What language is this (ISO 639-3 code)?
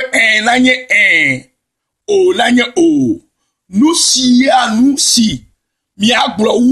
ewe